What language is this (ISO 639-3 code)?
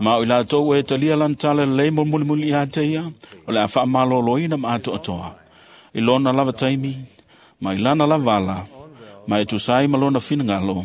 smo